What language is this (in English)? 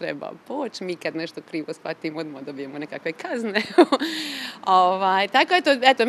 Croatian